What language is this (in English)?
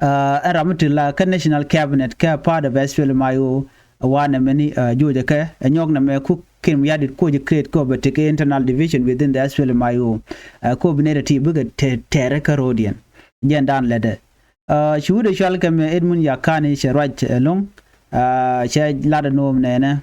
Nuer